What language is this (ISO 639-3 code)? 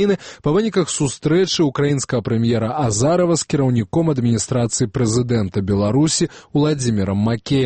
bel